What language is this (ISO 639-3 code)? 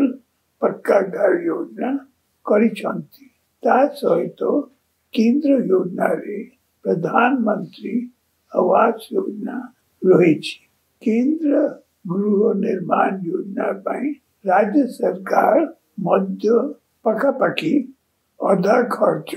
ori